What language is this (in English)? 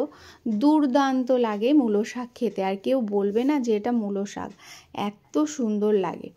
Bangla